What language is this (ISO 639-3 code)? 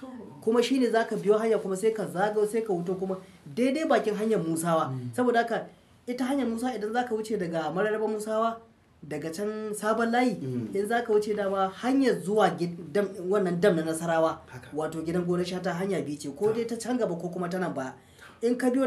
hau